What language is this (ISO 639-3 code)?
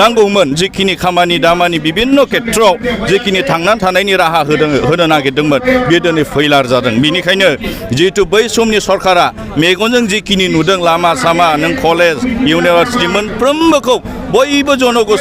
brx